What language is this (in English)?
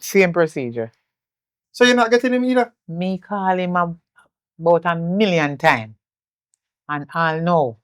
Jamaican Creole English